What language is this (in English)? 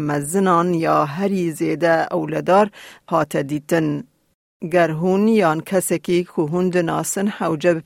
Kurdish